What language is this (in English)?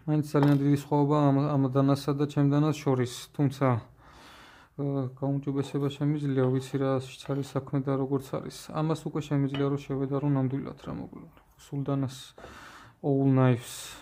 Georgian